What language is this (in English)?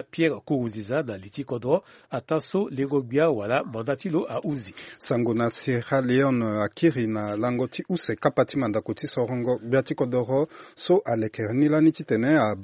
Sango